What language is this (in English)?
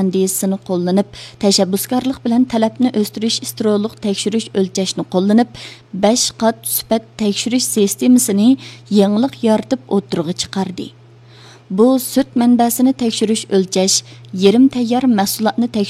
Uyghur